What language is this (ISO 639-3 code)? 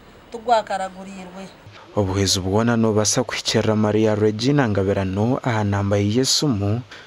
nyn